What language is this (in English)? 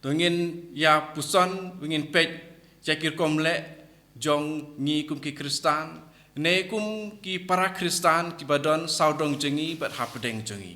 Khasi